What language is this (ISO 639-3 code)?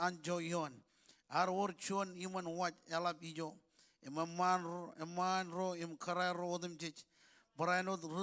mah